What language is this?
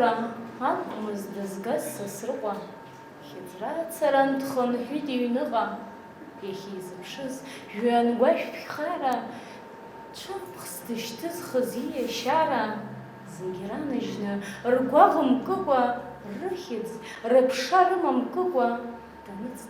Abkhazian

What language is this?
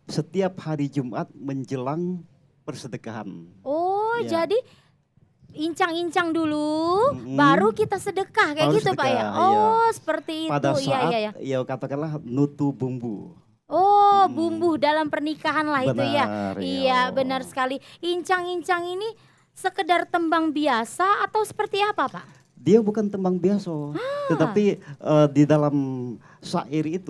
Musi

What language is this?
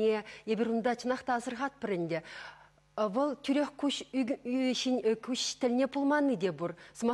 Chuvash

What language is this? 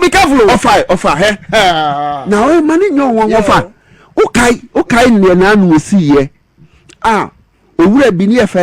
Akan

